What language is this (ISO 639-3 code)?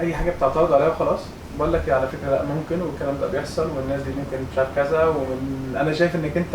arz